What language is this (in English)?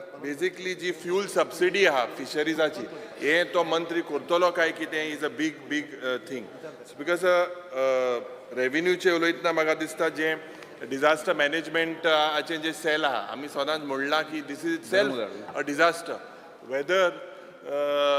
Konkani